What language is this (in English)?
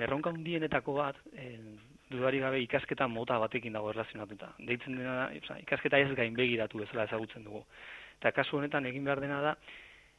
Basque